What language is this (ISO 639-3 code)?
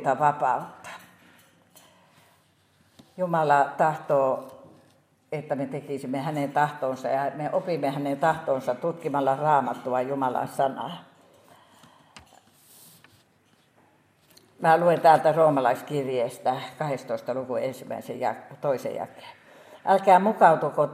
fin